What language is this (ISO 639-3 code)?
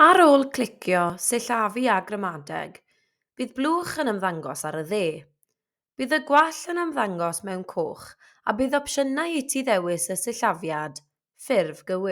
cym